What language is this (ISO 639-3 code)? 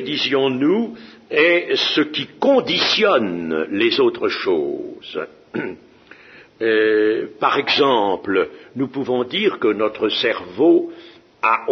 fra